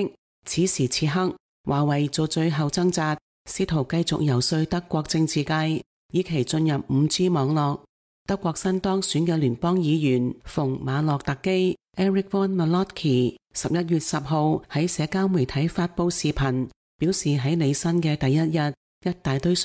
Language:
Cantonese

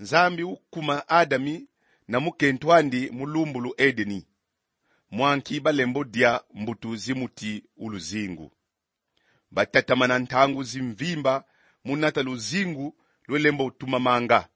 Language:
Kongo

